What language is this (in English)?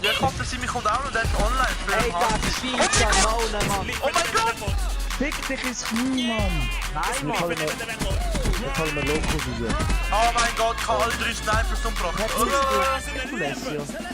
Swiss German